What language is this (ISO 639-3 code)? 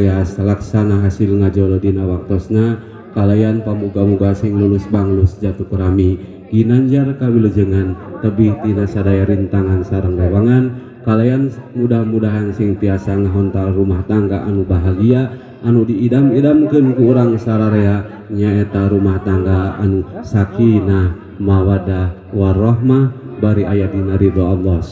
sun